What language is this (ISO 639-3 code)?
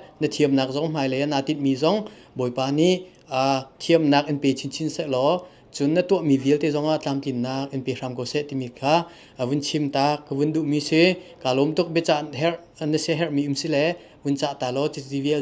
cnh